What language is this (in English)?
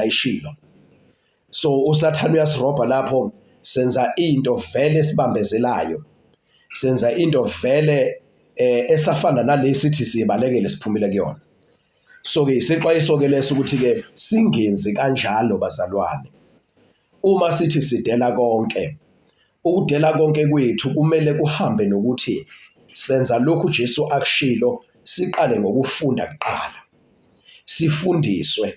Zulu